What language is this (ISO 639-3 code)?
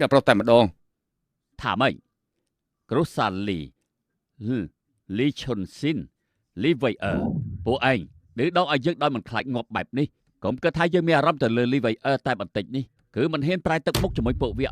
khm